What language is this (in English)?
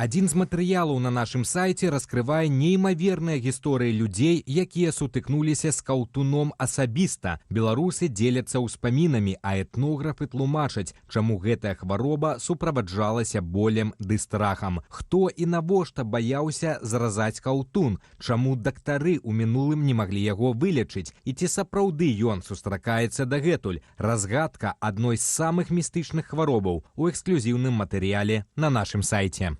Belarusian